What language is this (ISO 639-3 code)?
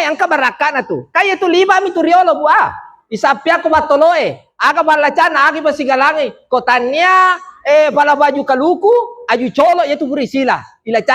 bug